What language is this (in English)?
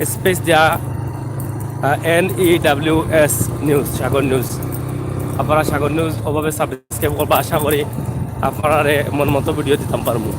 Sylheti